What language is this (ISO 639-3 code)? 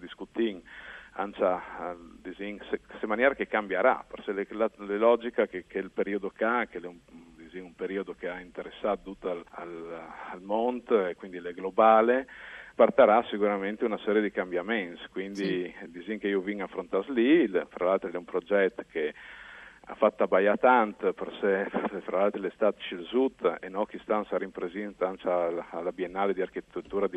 fur